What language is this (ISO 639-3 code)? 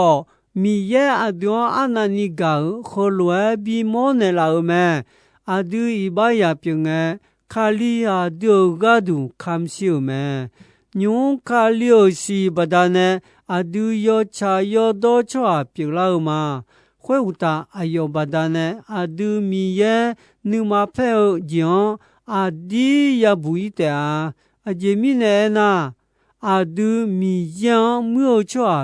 ahk